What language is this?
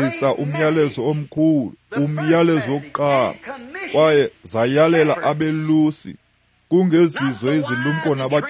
Xhosa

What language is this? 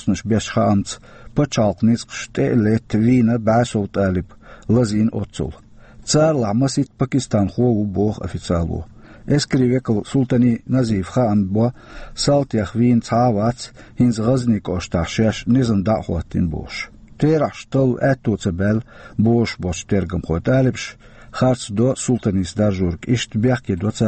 Chechen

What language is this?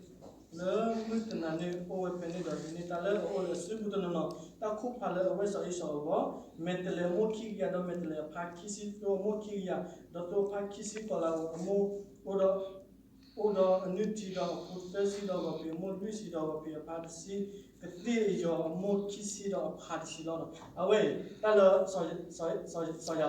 S'gaw Karen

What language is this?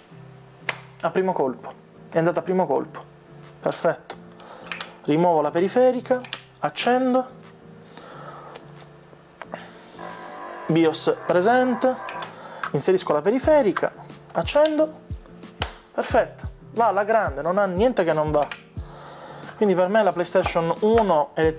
Italian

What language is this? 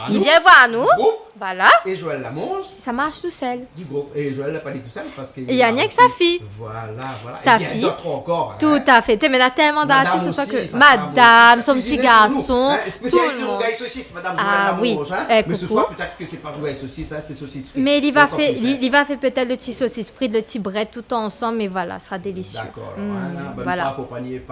Réunion Creole French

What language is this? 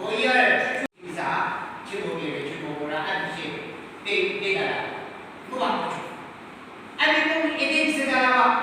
Yimchungru Naga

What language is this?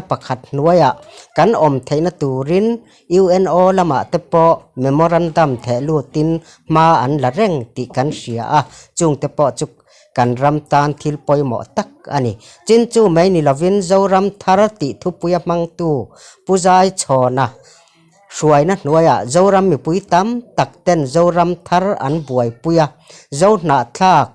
Mizo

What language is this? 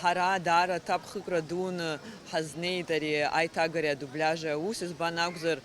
Abkhazian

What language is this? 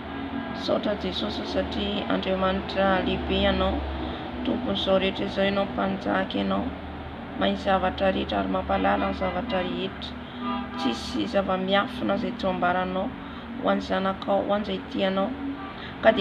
Malagasy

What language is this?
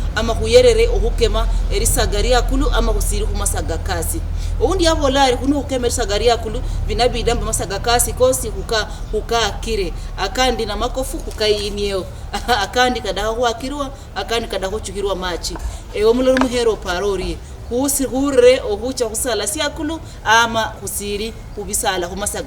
Luyia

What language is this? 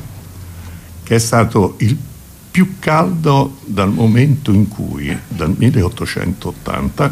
Italian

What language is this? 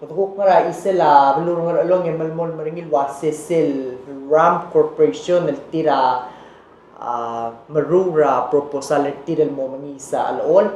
Palauan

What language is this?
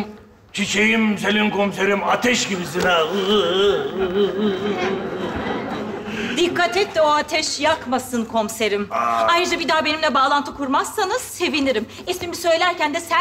Turkish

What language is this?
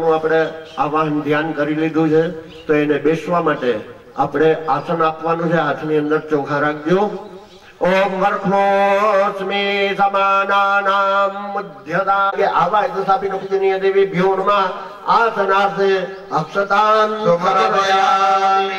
Gujarati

